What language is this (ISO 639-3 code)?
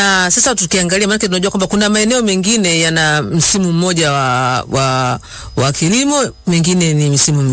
swa